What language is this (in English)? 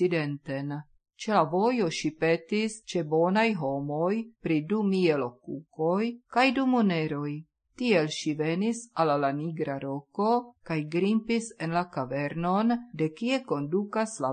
Esperanto